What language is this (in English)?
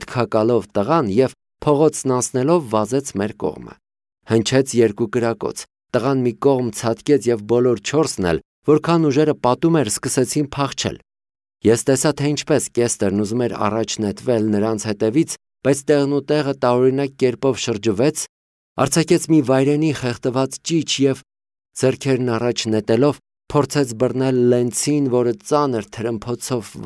Armenian